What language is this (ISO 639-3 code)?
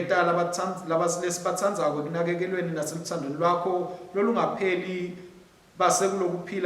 ssw